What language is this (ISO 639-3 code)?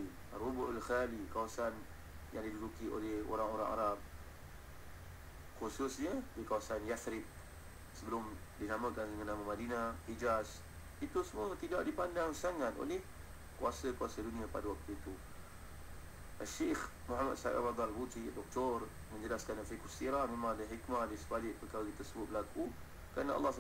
msa